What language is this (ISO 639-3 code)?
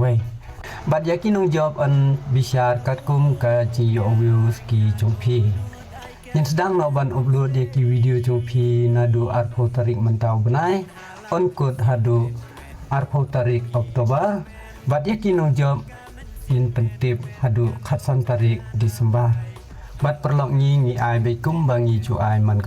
kha